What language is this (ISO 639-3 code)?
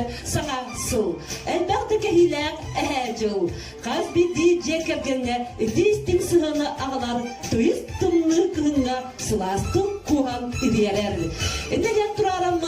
sah